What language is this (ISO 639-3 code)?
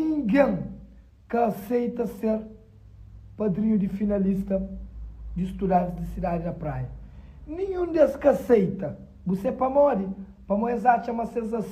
kea